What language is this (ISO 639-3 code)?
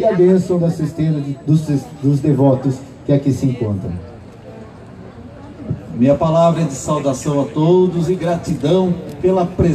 por